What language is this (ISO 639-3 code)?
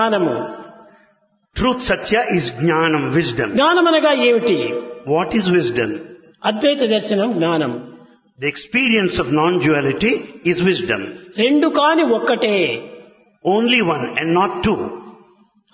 tel